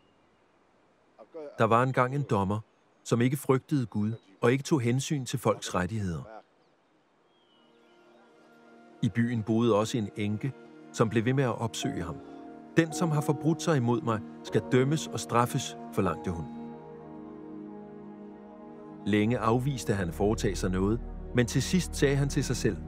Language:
Danish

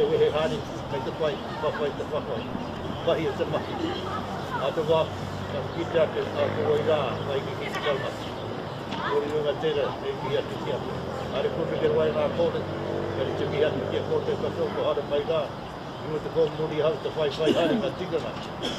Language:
Māori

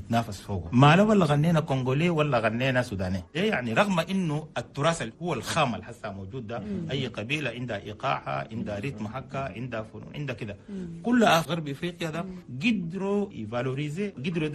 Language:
Chadian Arabic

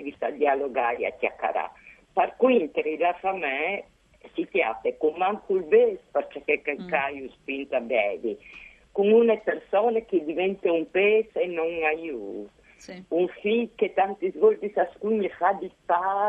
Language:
Friulian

